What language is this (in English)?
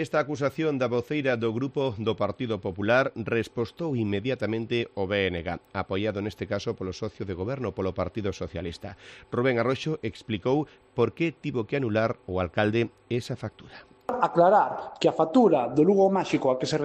Galician